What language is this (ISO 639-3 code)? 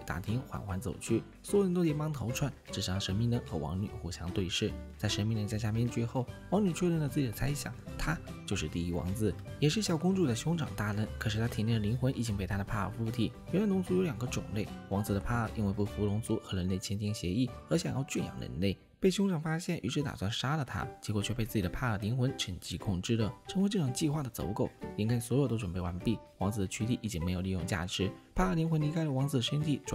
zho